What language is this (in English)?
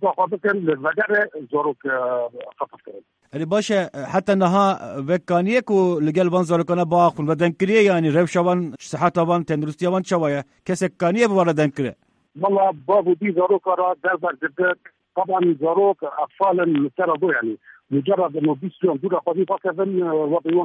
Kurdish